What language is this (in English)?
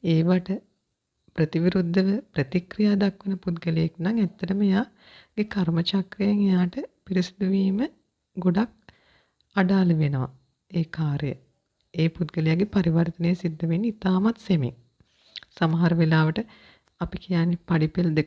Sinhala